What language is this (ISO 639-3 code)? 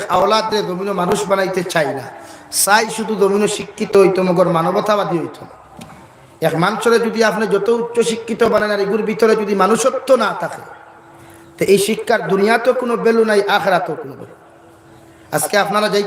syl